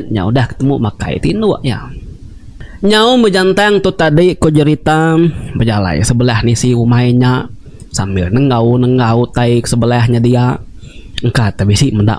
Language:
Iban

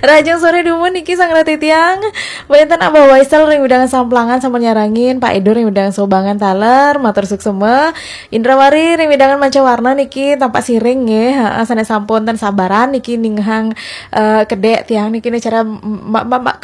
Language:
Balinese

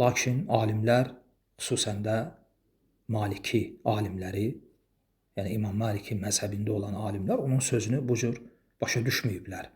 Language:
Azerbaijani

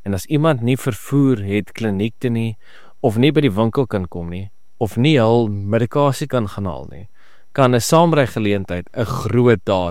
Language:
Afrikaans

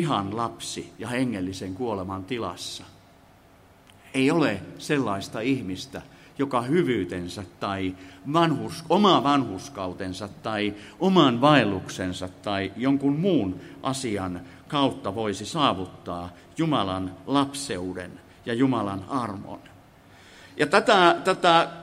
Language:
Finnish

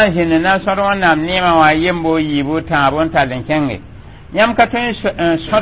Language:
Mossi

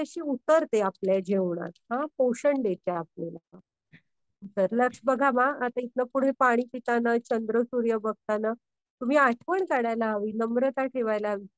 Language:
Marathi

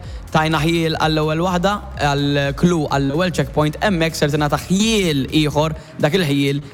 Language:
Maltese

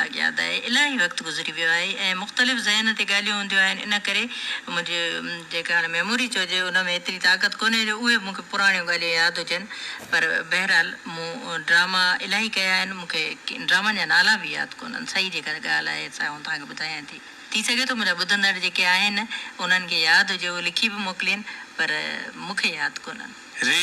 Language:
Sindhi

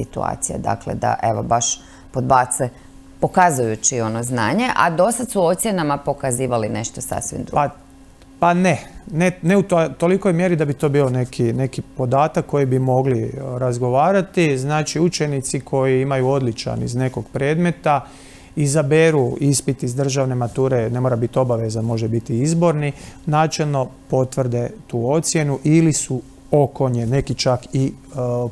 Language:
Croatian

